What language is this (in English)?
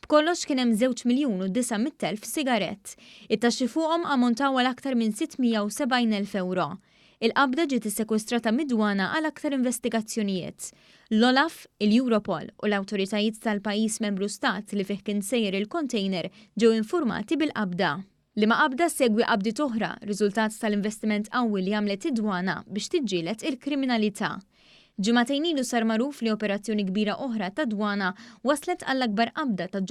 Maltese